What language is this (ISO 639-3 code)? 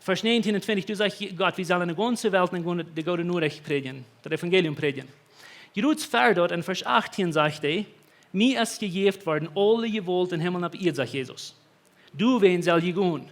pdt